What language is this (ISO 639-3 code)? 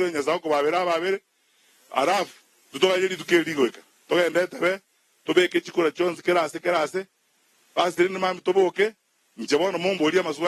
guz